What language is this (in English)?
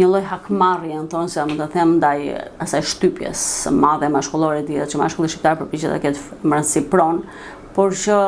Albanian